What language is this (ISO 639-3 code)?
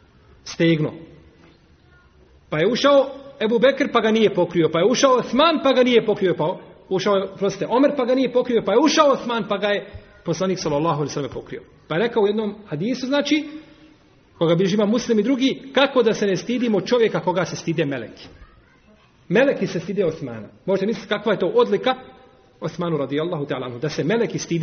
bos